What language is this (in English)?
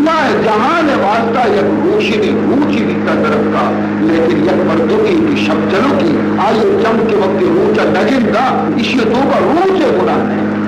Baluchi